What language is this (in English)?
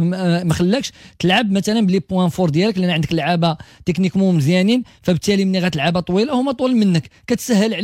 Moroccan Arabic